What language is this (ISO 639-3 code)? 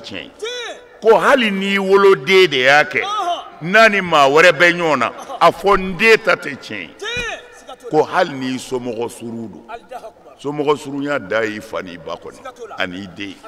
bam